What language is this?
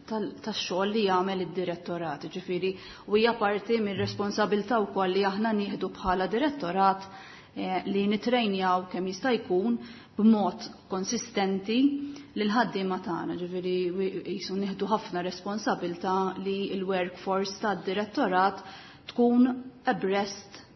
Maltese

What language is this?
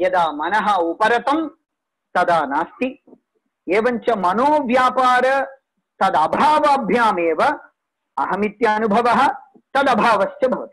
Sanskrit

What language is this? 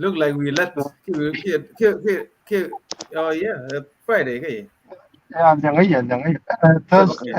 Nuer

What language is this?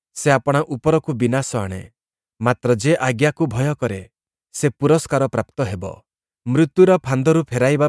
Odia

